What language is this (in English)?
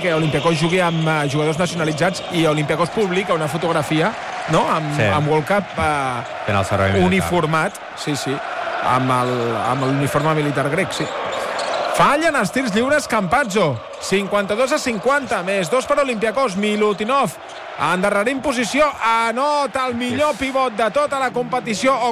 Catalan